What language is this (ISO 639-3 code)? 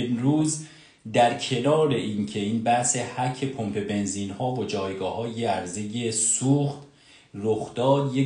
fas